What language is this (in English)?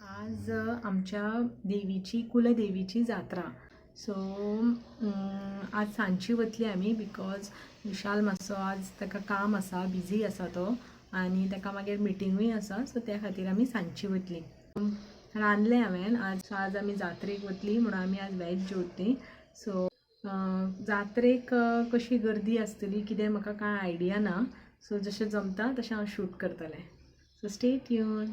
Konkani